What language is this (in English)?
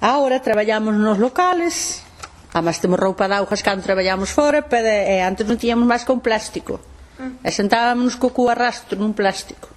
Galician